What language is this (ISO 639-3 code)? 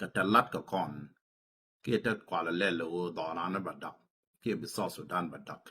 nus